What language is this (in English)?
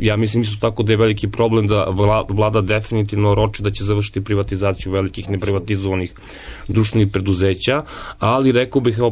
Serbian